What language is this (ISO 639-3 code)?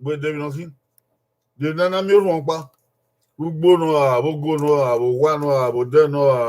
bin